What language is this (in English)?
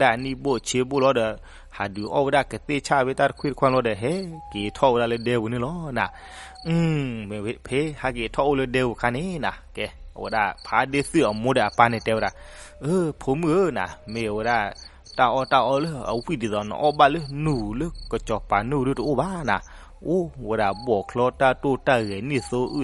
S'gaw Karen